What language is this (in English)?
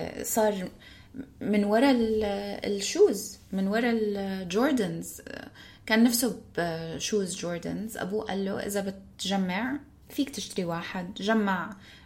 North Levantine Arabic